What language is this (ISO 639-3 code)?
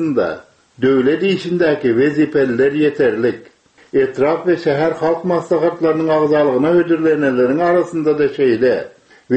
tuk